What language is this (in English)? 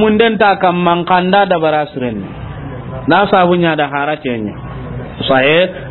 Soninke